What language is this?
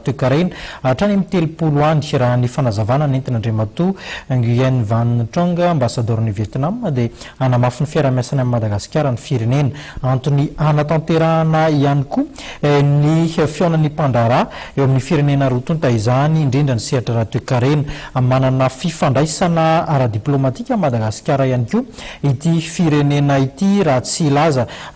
Malagasy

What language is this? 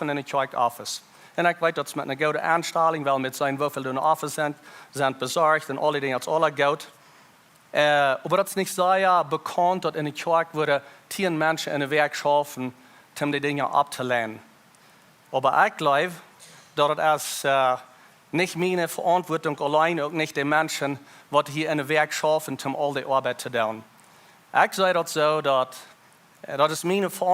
Plautdietsch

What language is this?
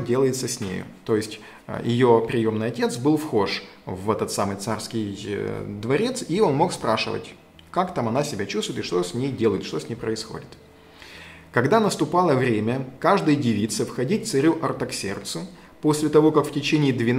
Russian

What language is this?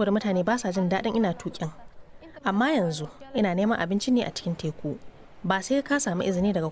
Hausa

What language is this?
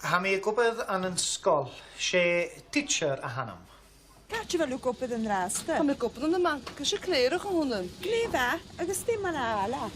Scottish Gaelic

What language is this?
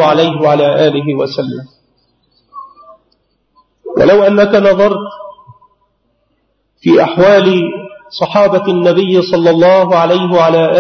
Arabic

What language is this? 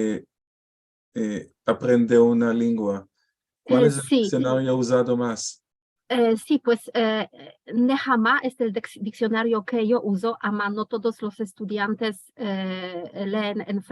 Ladino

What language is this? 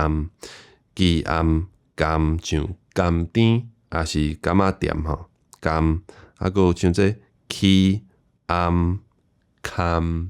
Min Nan Chinese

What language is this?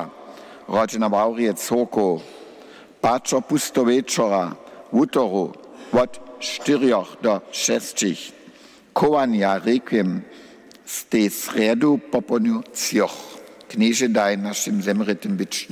Upper Sorbian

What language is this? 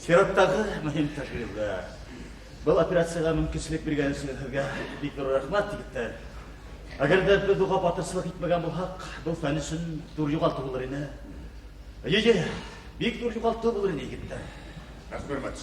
Bashkir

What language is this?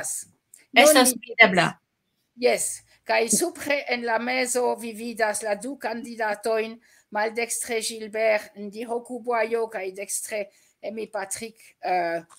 Esperanto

